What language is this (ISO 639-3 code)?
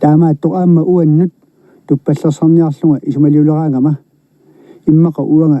kal